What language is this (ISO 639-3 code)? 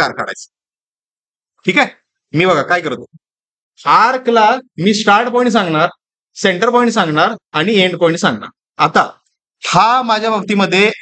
mar